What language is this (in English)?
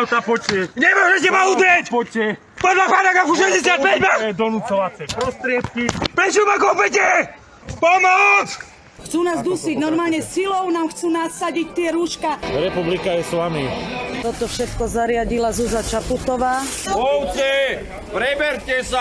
Slovak